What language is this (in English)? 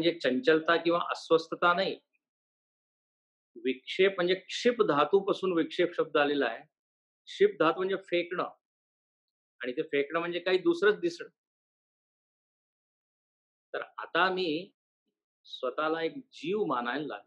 Marathi